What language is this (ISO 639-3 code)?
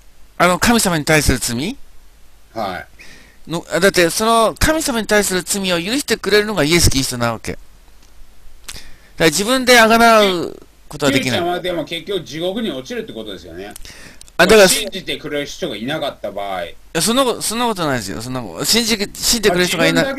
jpn